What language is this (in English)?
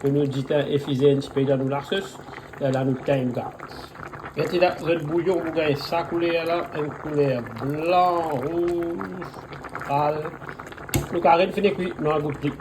Morisyen